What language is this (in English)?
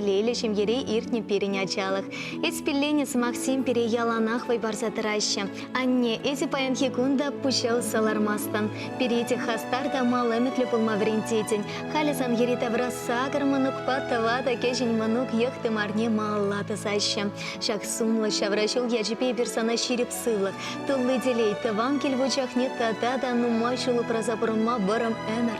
Chuvash